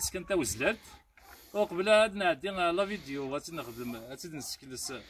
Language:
Kabyle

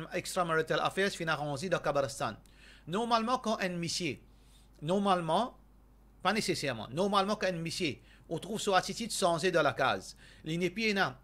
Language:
Morisyen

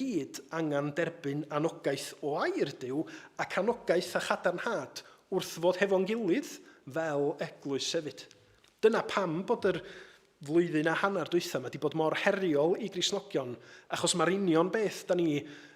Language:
Welsh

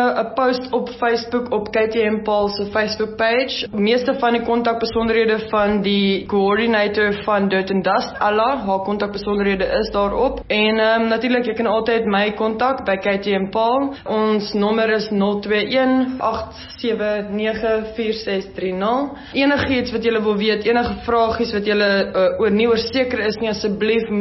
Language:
Afrikaans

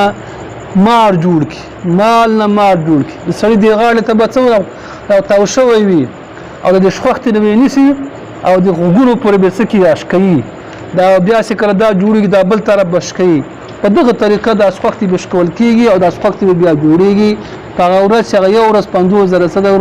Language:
Pashto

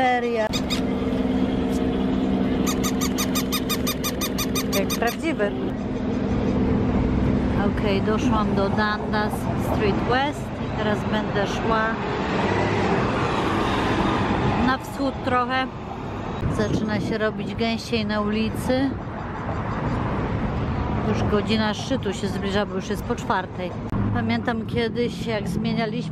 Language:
Polish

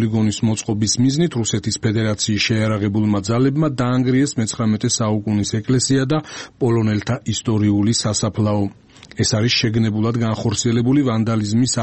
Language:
Georgian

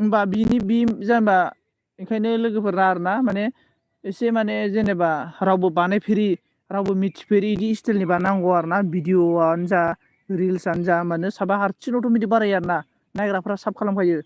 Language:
Bodo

